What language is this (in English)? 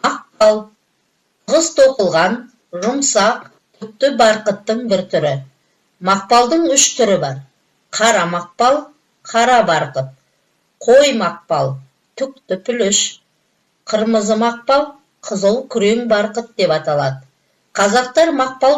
Kazakh